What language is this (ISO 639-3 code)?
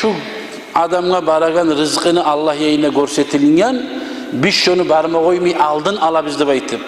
kum